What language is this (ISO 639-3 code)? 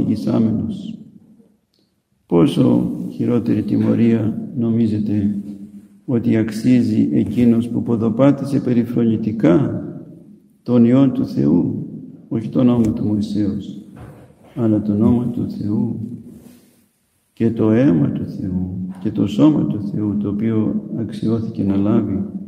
ell